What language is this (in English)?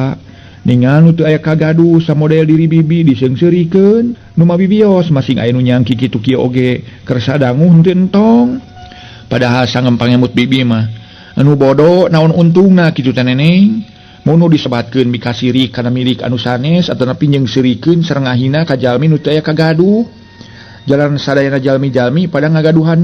Sundanese